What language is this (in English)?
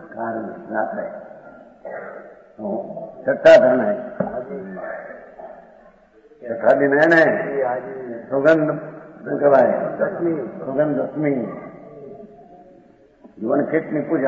Hindi